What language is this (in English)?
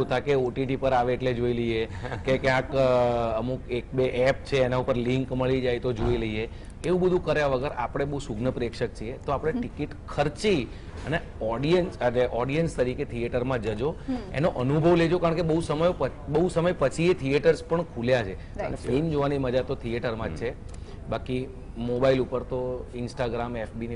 Gujarati